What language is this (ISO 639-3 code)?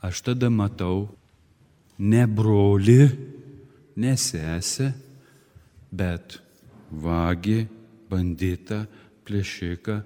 lit